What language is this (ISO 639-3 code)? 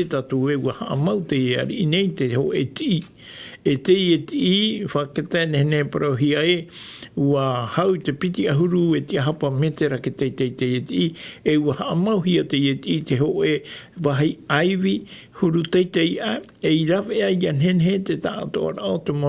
tah